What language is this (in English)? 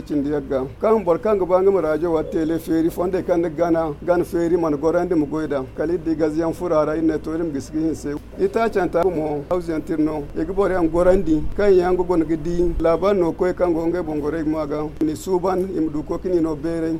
Zarma